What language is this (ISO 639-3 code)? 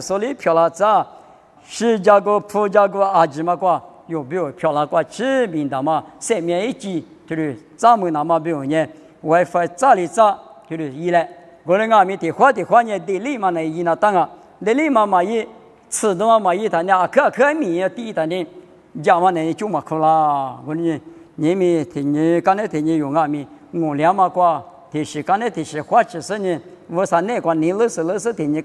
lis